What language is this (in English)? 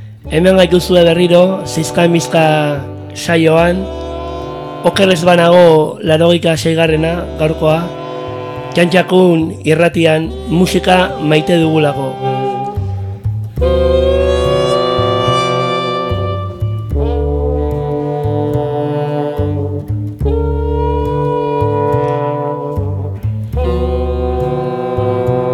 Basque